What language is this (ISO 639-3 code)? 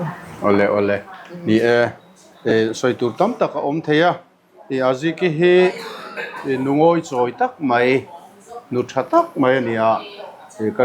lus